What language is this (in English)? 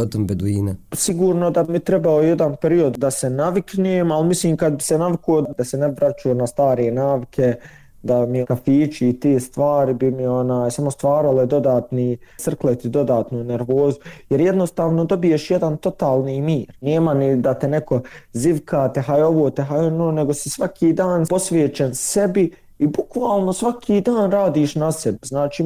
Bosnian